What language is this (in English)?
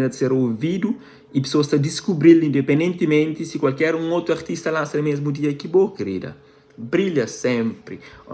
Kabuverdianu